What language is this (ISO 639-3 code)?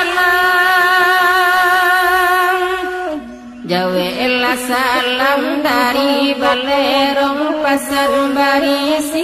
min